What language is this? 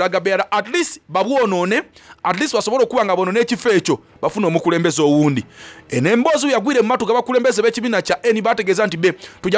Soga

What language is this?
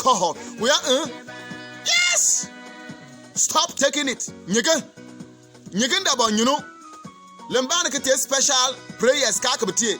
Bimoba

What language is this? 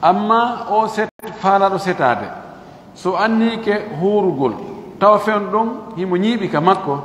Fula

